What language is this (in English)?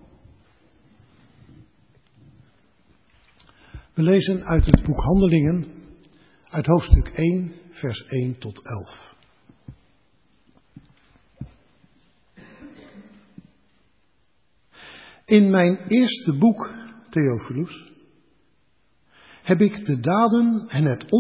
Dutch